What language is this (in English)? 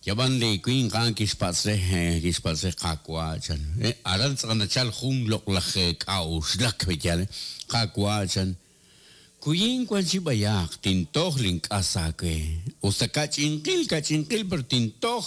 Kekchí